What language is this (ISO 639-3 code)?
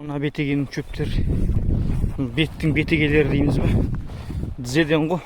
kaz